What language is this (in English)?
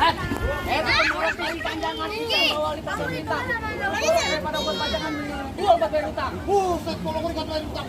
Betawi